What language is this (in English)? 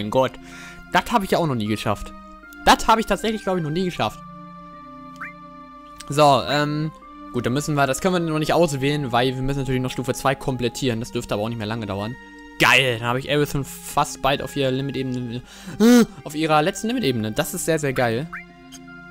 German